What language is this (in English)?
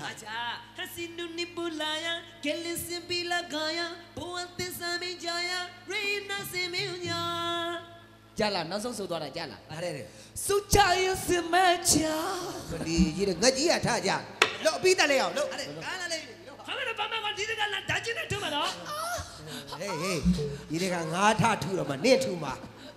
Burmese